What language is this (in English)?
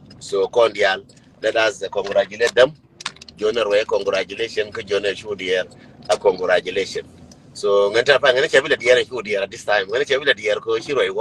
Nuer